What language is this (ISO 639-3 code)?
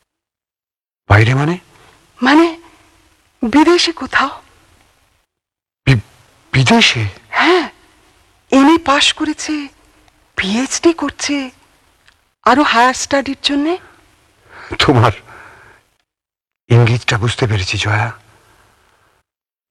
ben